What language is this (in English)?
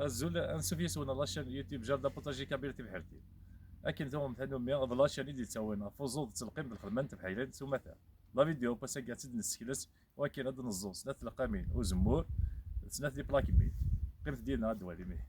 Kabyle